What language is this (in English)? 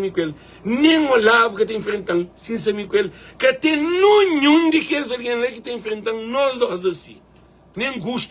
Kabuverdianu